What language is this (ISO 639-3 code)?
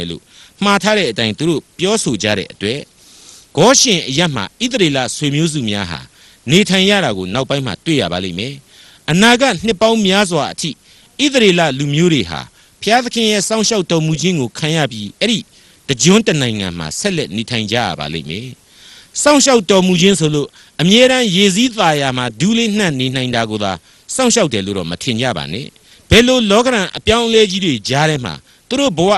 mya